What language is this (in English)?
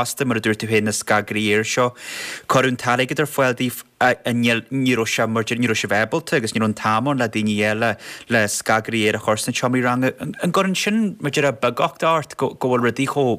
Irish